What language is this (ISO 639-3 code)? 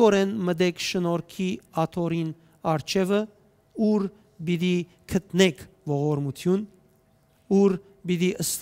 hyw